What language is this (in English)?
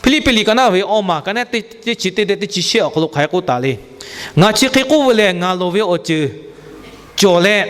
Lahu